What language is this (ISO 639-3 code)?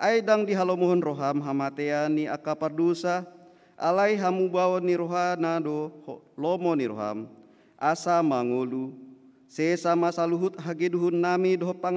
bbc